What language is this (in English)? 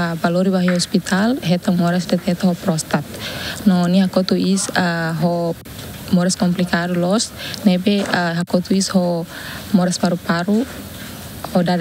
Tetum